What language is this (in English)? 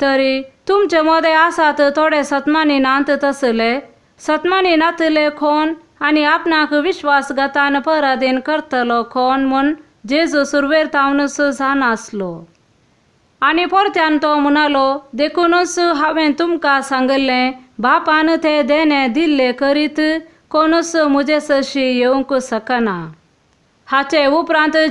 Konkani